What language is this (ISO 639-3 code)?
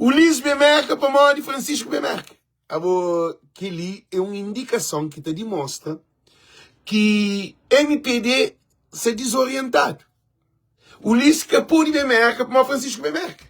kea